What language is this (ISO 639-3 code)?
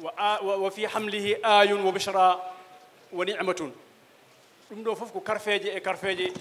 ful